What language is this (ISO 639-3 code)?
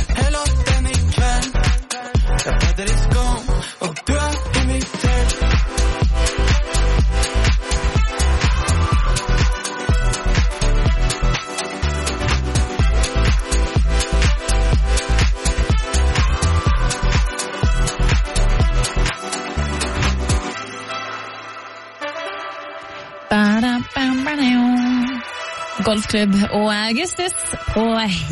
nor